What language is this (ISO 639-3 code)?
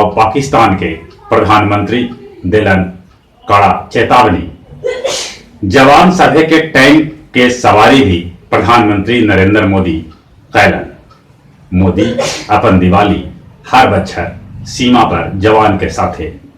mag